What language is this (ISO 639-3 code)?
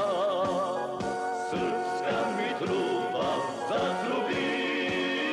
srp